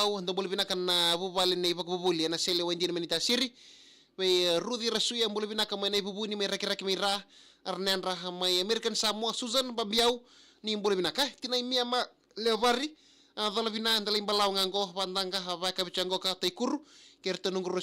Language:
Fijian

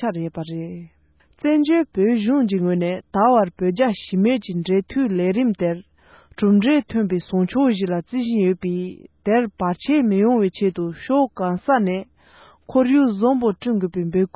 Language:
Tibetan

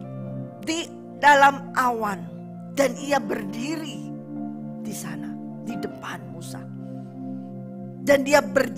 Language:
Indonesian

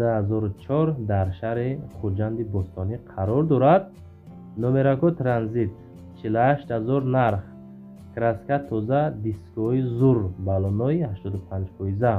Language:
Tajik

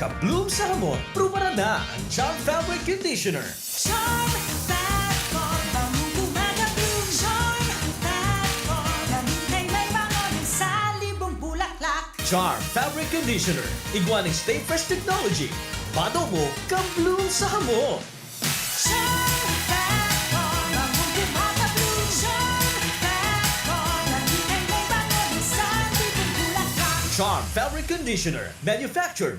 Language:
Bikol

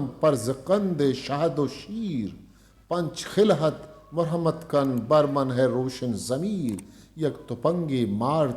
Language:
Eastern Balochi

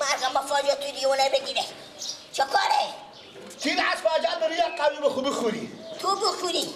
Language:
Persian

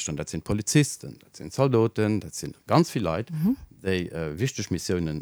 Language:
Luxembourgish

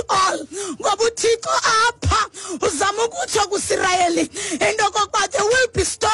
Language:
Xhosa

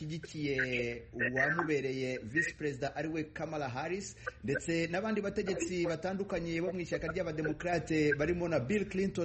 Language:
Kinyarwanda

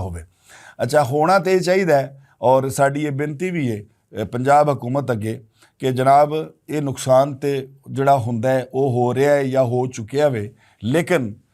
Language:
Western Panjabi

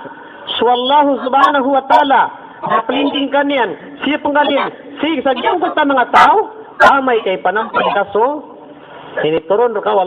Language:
Maranao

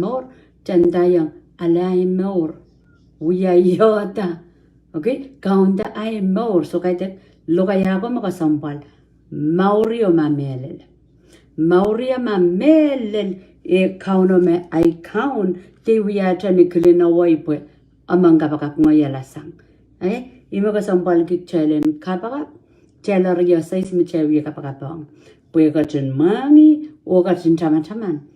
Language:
Pohnpeian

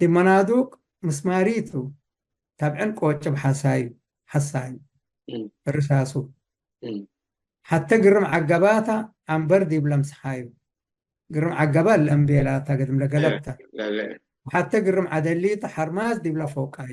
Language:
Tigre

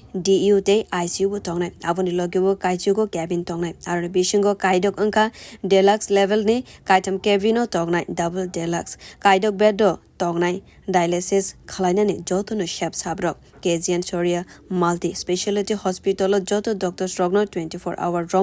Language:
Kok Borok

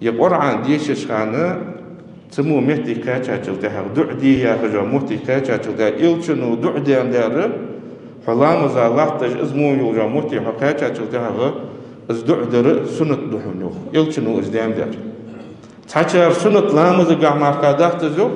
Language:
Ingush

